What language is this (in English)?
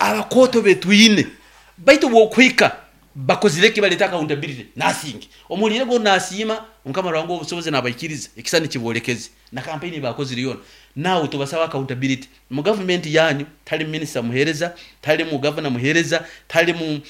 Nyankole